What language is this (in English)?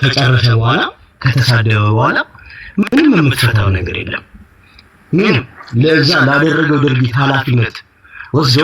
Amharic